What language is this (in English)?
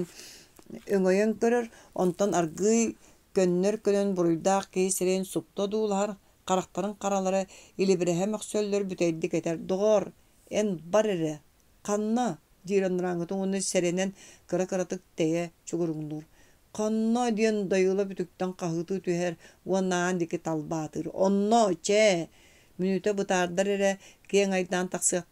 Yakut